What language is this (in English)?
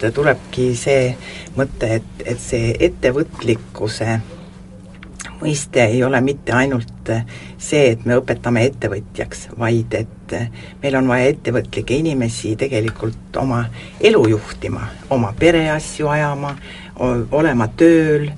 Estonian